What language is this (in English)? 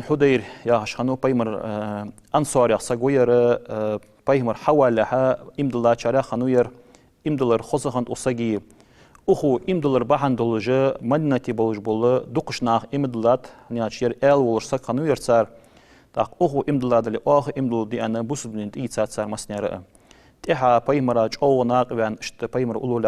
Ingush